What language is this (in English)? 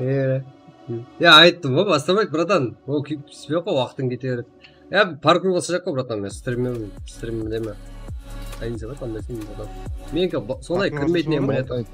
Kara-Kalpak